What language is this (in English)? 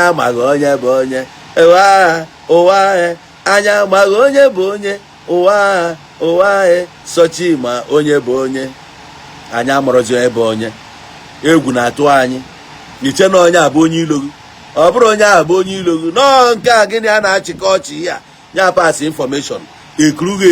Igbo